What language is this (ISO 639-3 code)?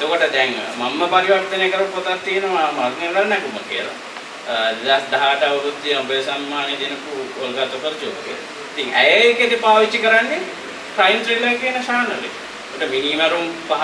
sin